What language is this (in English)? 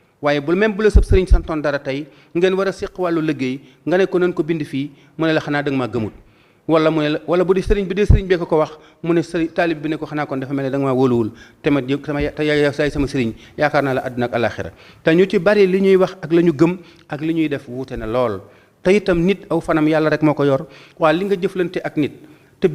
Wolof